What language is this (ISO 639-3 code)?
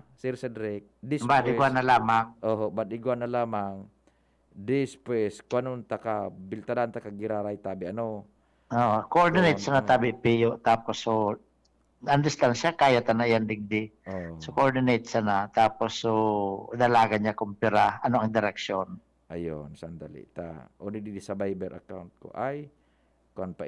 bik